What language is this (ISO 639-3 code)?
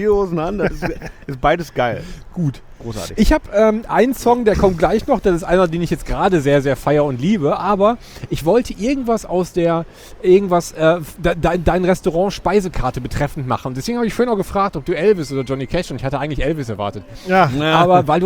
deu